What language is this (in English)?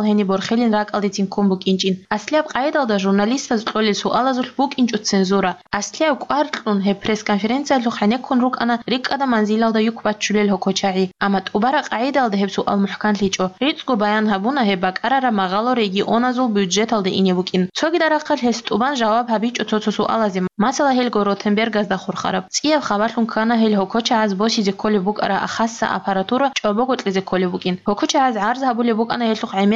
Avaric